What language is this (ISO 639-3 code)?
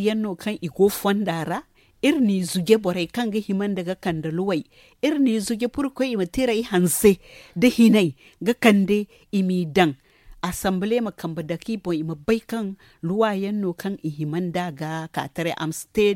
dje